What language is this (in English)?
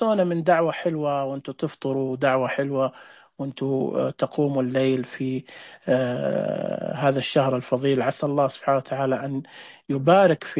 Najdi Arabic